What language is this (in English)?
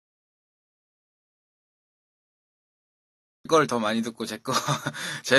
Korean